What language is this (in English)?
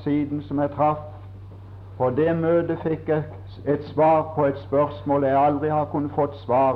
Norwegian